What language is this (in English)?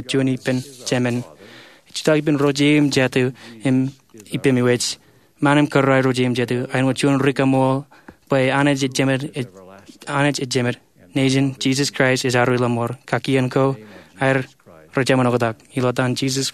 Marshallese